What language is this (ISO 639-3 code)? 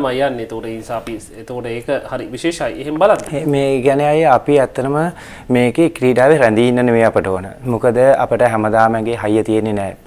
sin